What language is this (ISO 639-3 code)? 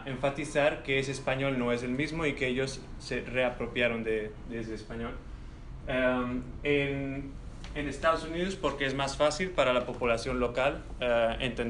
lad